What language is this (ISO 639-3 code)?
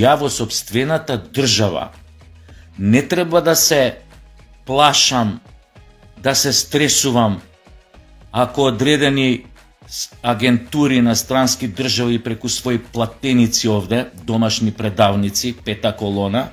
mkd